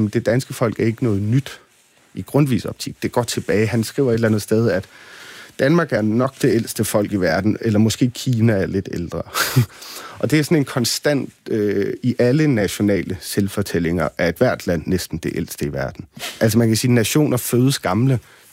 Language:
Danish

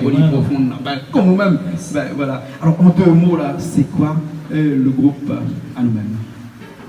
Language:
Réunion Creole French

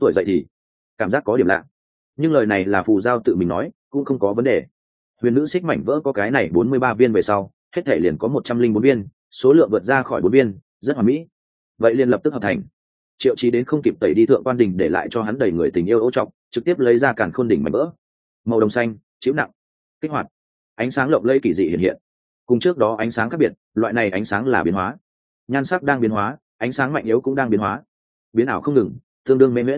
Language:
Vietnamese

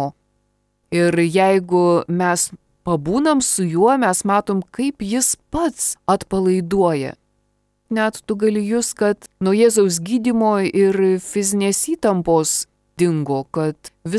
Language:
Lithuanian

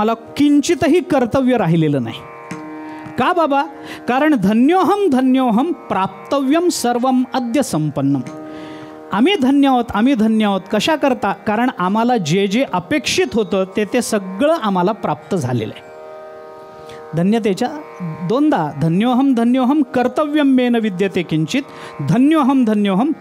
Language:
Marathi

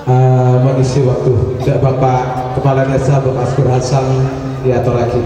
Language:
Madurese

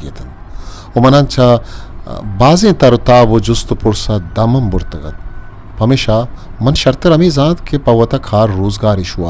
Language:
Eastern Balochi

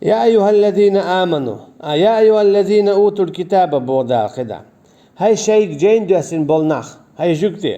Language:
Chechen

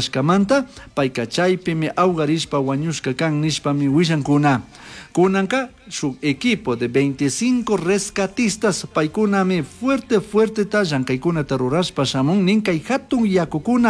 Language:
Chimborazo Highland Quichua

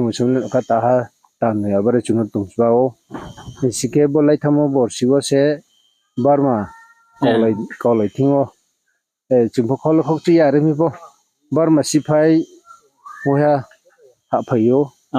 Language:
Riang (India)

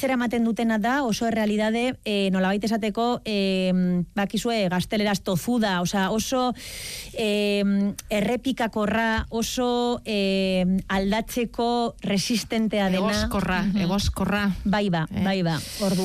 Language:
Basque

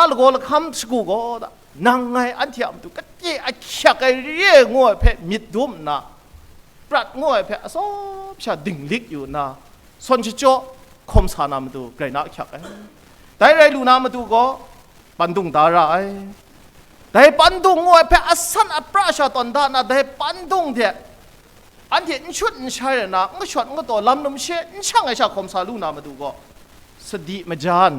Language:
Kachin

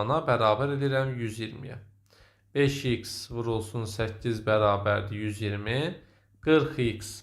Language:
Azerbaijani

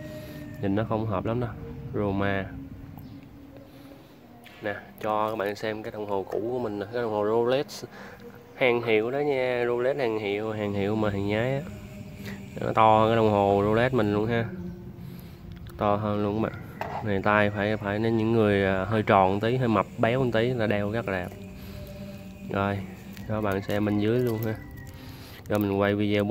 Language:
Vietnamese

